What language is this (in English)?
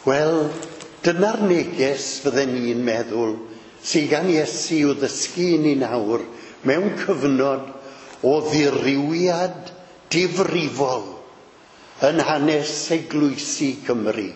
Welsh